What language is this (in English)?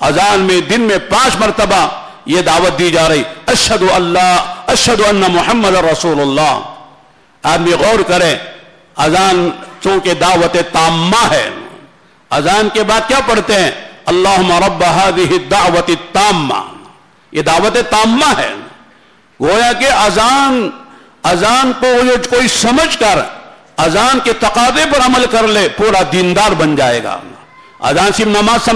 Urdu